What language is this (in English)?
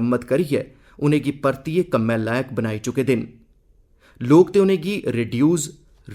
Dogri